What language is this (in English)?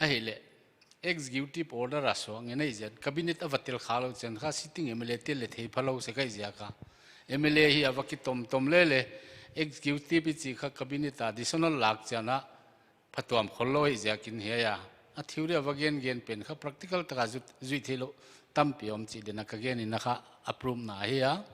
Paite Chin